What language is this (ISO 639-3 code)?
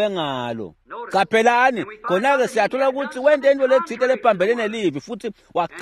ssw